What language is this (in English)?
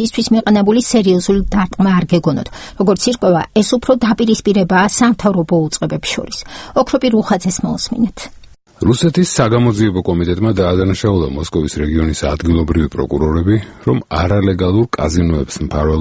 Georgian